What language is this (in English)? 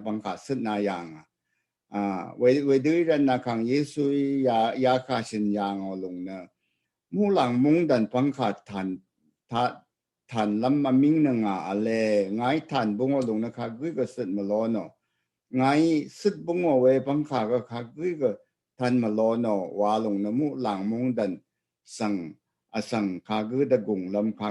Rawang